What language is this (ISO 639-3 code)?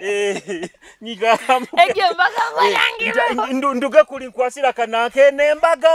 nyo